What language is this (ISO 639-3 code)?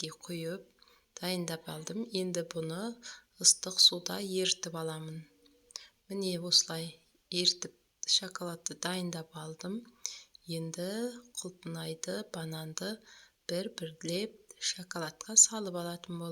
kaz